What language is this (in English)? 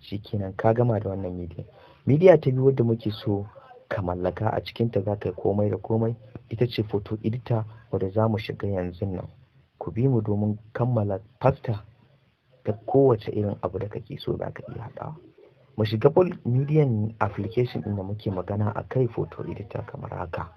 Hausa